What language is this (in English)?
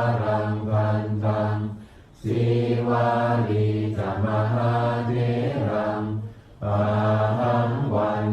Pali